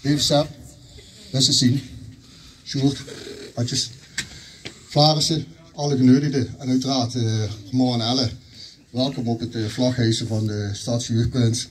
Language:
Limburgish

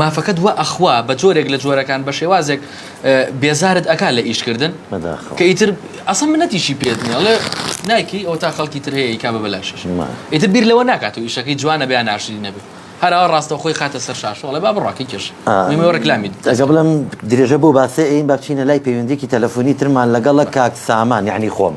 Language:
Central Kurdish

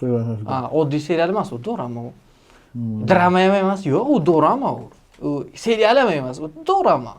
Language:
Uzbek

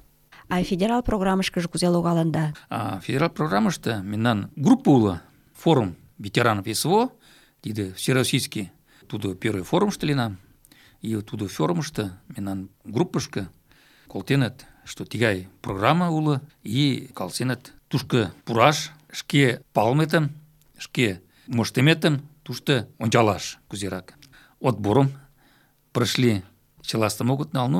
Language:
Mari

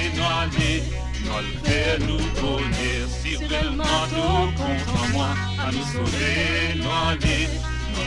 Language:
Morisyen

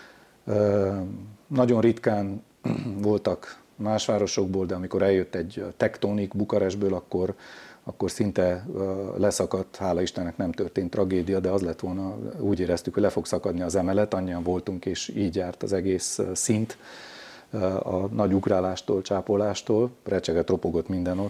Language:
Hungarian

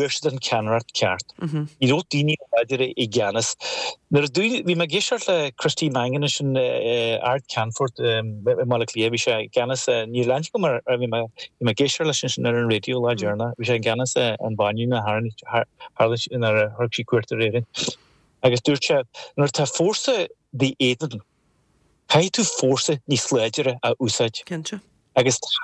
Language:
Irish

